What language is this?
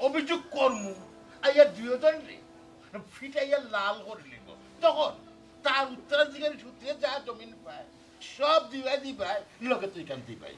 Sylheti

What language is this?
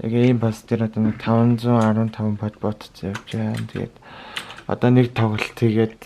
Mongolian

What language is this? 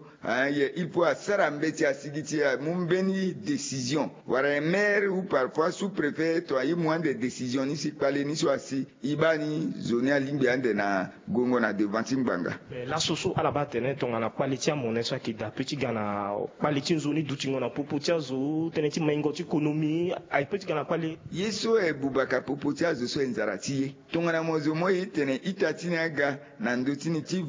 Sango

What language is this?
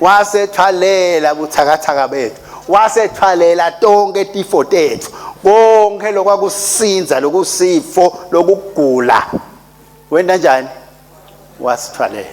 Swati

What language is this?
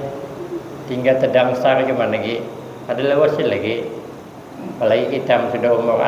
Banjar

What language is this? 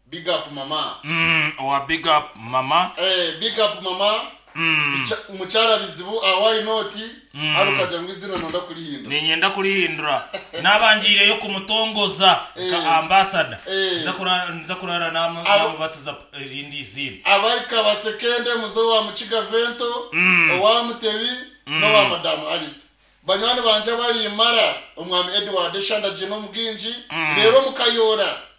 Nyankole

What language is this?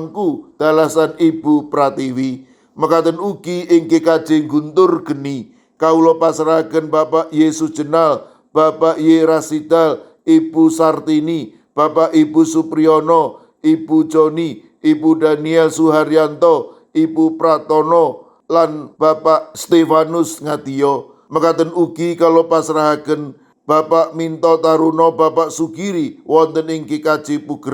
Javanese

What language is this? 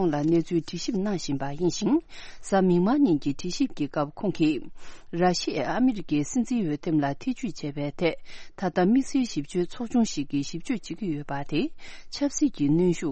Tibetan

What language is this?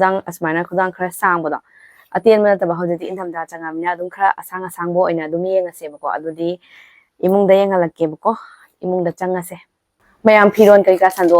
Manipuri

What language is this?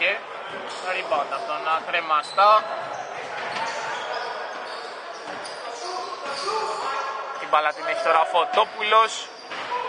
Greek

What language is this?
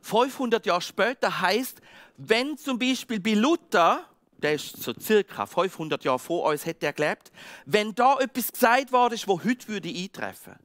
Swiss German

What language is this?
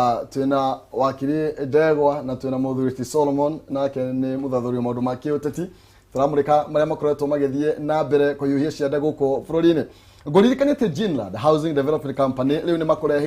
Kikuyu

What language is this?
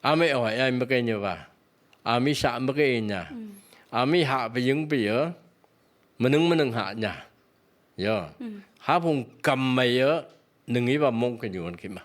Phom Naga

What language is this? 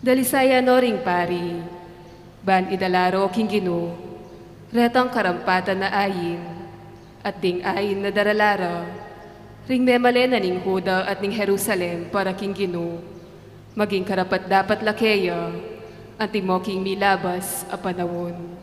Pampanga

